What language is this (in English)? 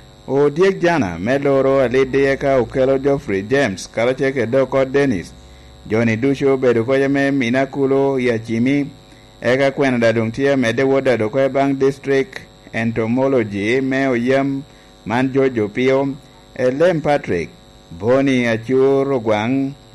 Lango (Uganda)